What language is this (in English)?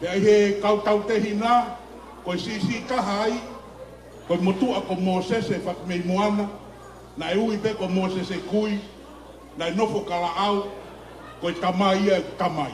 Tongan